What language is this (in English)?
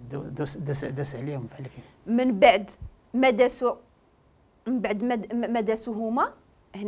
Moroccan Arabic